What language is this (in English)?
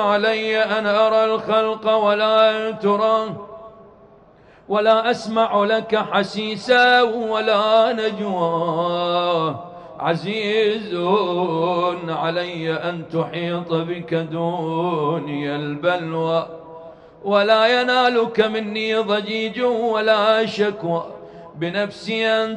Arabic